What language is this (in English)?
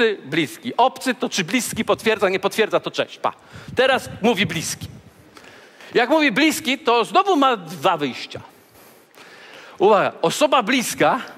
Polish